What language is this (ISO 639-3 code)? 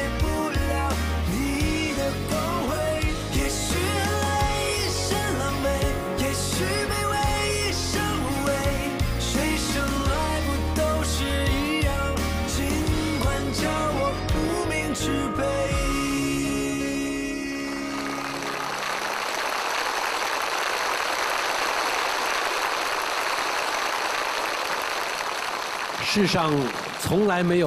zho